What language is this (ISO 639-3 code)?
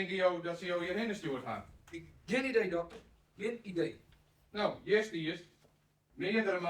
fry